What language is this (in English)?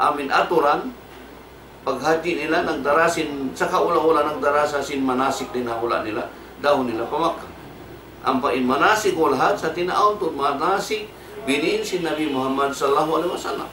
Tausug